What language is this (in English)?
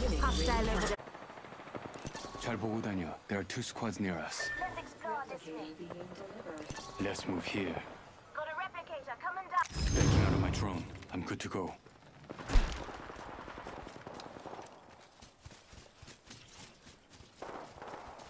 English